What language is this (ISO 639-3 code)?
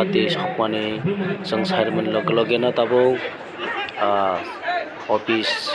trp